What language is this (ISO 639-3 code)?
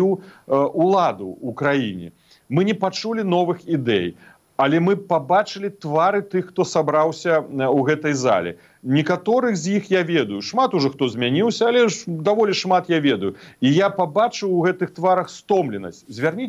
bel